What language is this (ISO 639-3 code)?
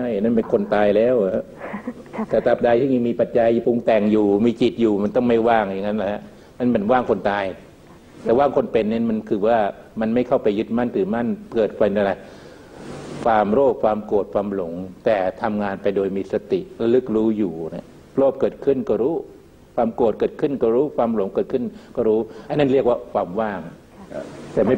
tha